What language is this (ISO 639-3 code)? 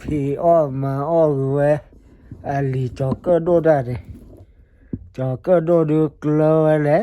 ksw